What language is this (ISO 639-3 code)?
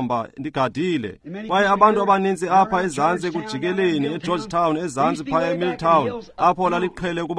xho